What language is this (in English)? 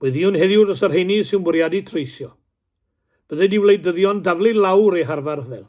Welsh